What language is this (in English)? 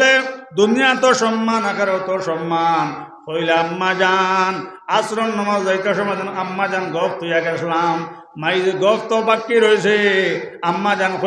Sylheti